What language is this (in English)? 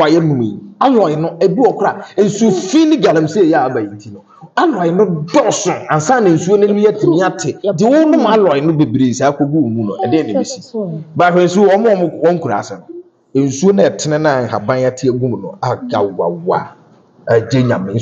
Akan